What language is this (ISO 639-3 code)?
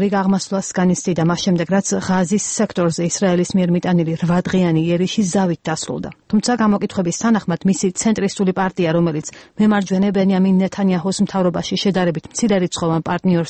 kat